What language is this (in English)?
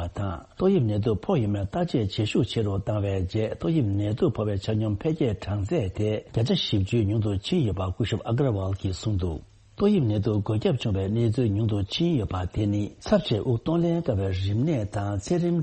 Tibetan